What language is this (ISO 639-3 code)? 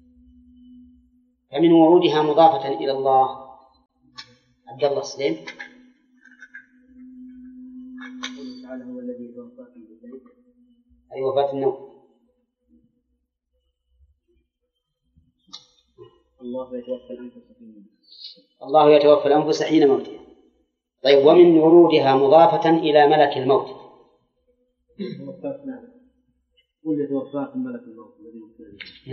ara